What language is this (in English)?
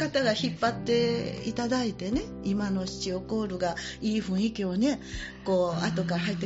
Japanese